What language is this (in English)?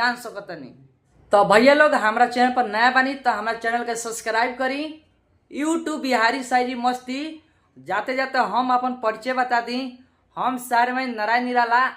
Bhojpuri